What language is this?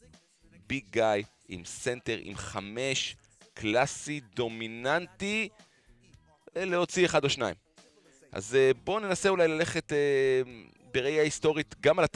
Hebrew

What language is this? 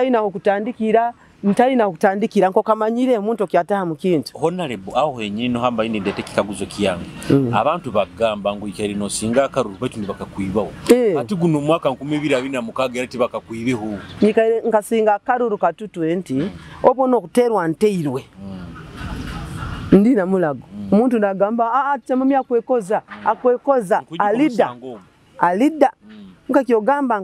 Nyoro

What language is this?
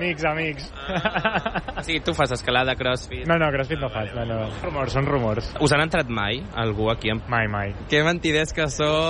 Catalan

